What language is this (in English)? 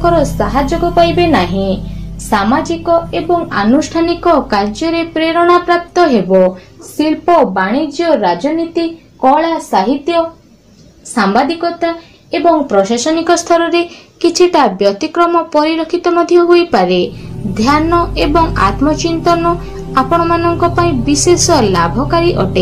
Odia